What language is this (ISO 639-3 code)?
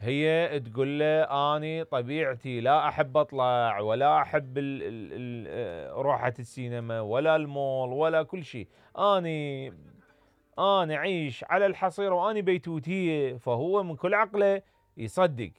acm